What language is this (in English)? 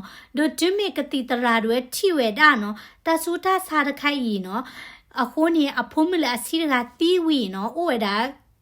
S'gaw Karen